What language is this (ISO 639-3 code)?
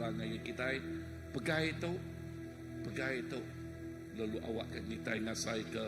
iba